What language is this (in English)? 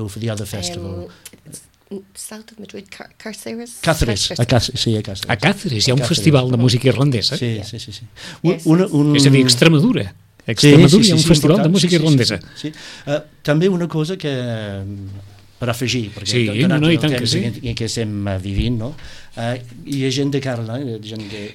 Catalan